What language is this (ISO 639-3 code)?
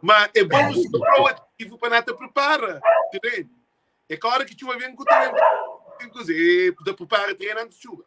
kea